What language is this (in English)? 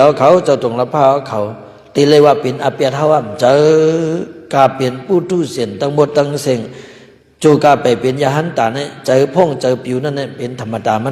Shan